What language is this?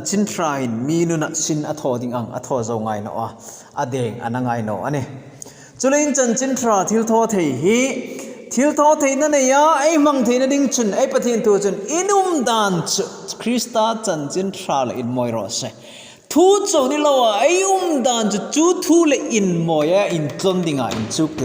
Hmar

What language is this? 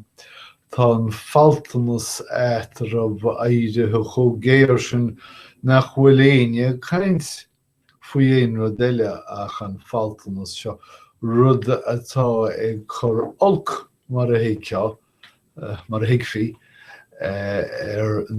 Irish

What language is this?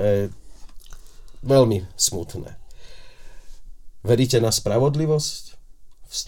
Slovak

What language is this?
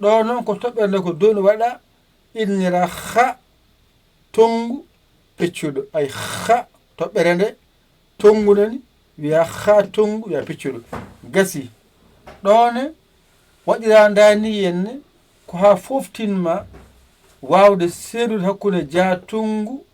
Fula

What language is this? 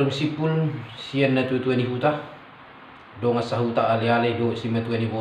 Batak Toba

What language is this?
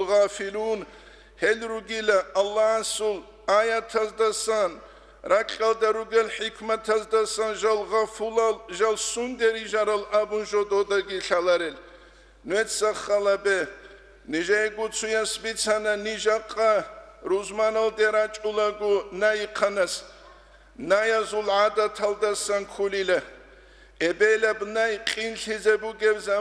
Avaric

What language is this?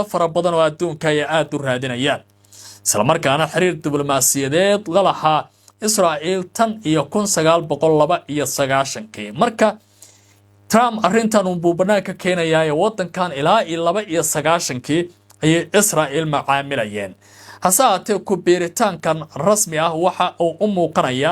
Somali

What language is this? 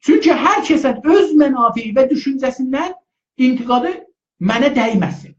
South Azerbaijani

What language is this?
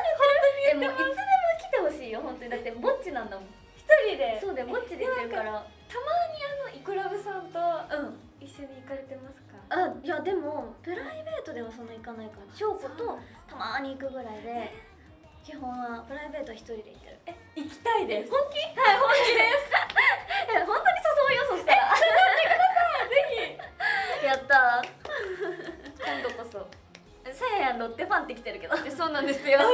Japanese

